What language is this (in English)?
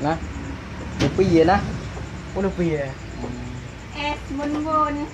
Achinese